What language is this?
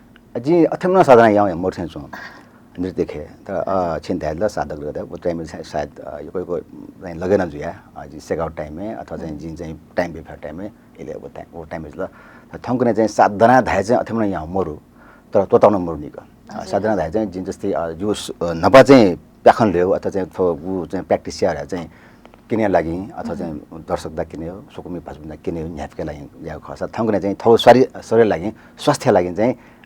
Newari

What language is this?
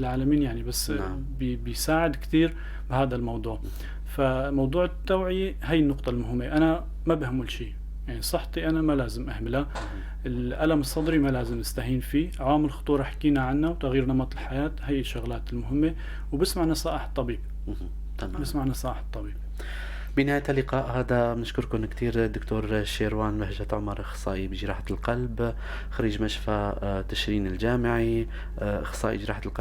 North Levantine Arabic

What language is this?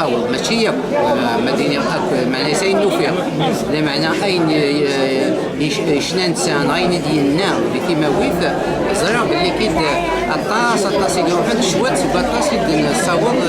Kabyle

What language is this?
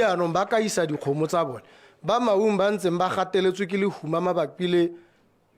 Tswana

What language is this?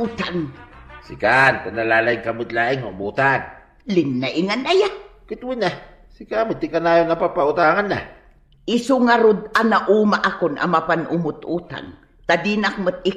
Iloko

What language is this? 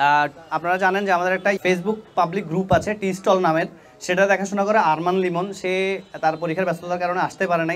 Bangla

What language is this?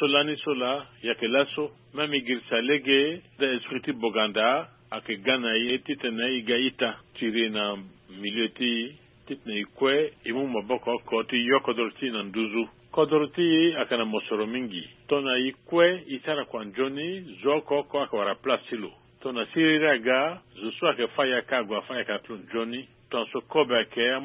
Sango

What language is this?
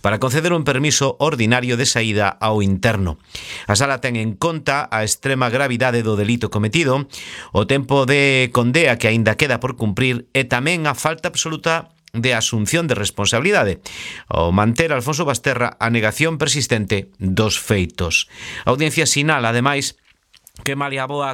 Galician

